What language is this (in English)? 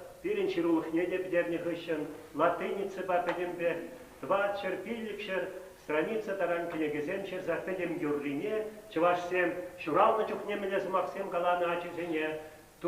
Chuvash